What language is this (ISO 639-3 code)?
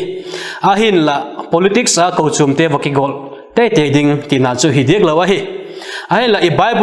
vap